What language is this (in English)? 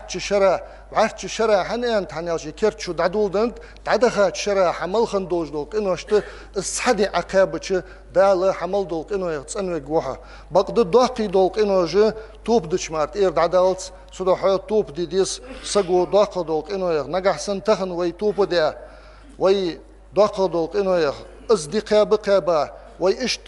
Ingush